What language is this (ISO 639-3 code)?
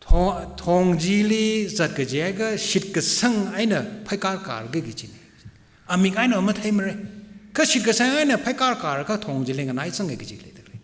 nmf